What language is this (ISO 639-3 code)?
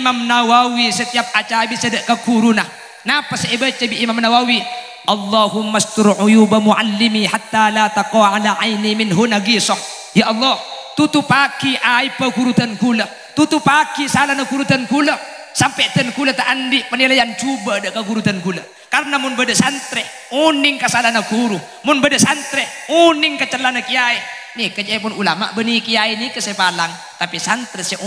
mad